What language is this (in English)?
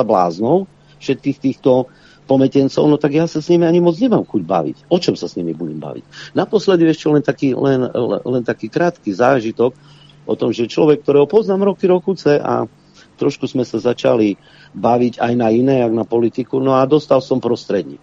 Slovak